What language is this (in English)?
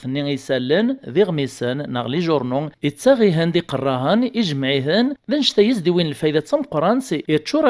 Kabyle